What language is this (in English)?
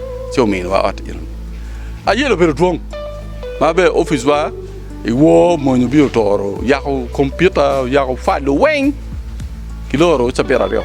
Acoli